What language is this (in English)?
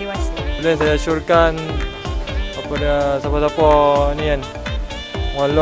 Malay